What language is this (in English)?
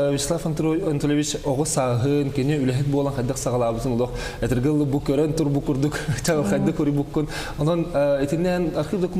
Yakut